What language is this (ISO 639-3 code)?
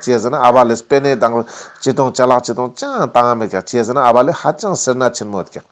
lbj